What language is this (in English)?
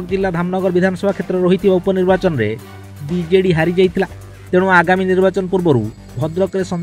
Odia